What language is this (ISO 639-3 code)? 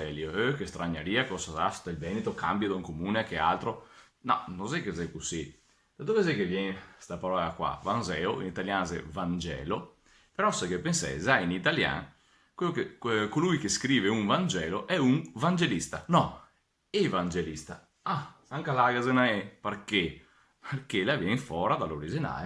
vec